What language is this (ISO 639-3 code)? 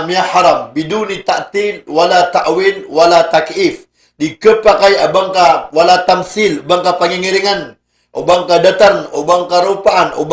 mrw